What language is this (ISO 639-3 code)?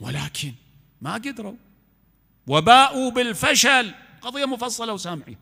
acm